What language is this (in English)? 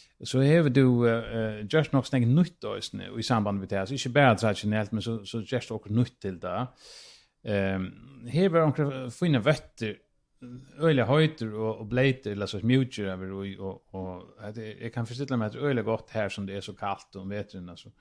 Faroese